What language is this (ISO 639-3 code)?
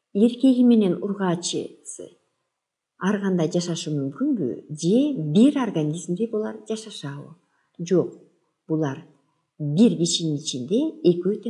kir